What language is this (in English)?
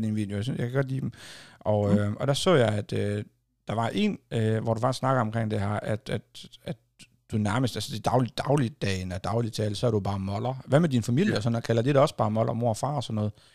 Danish